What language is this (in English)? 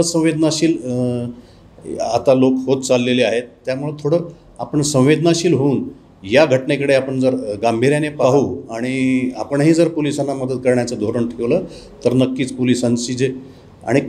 Marathi